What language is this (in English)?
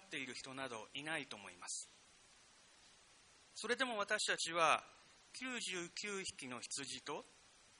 Japanese